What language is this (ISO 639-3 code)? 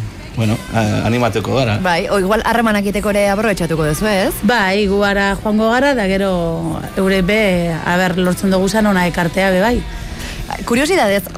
eus